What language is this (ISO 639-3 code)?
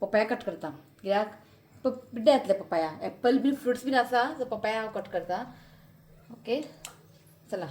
kok